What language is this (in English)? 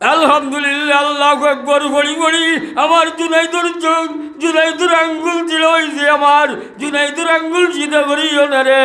Sylheti